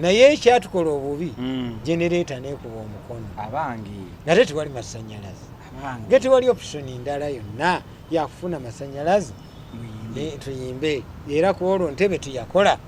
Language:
Ganda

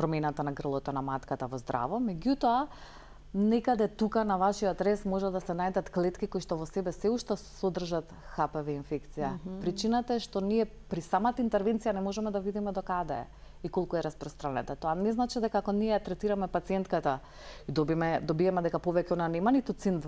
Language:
Macedonian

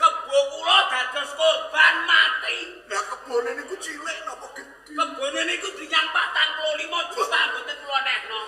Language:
Javanese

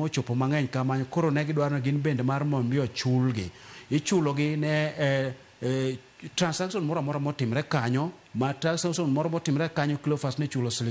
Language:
Luo (Kenya and Tanzania)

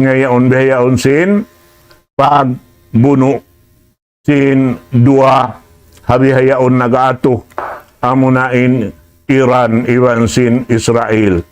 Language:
Tausug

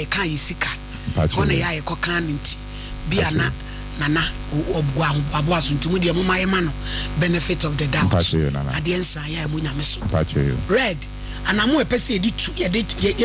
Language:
Akan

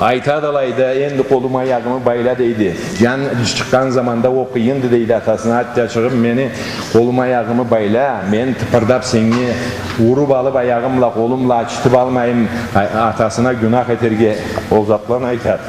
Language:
Karachay-Balkar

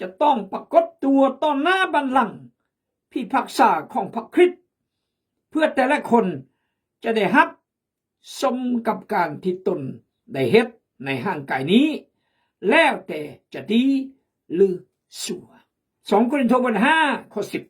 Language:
Khmu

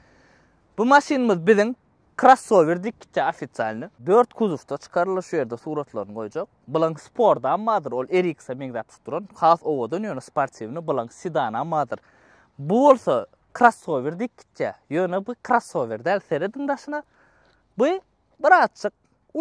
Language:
Turkmen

